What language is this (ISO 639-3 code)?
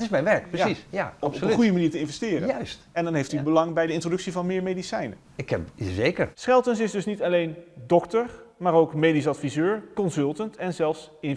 nld